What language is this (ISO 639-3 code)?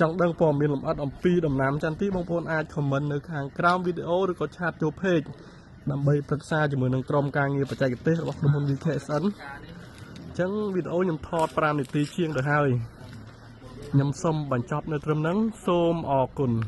khm